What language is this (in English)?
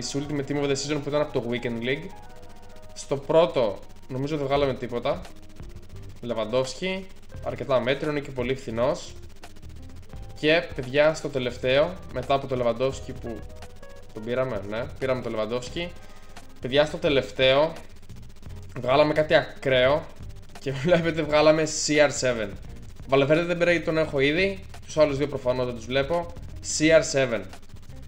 Greek